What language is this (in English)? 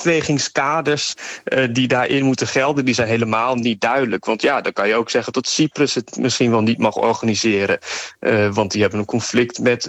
Dutch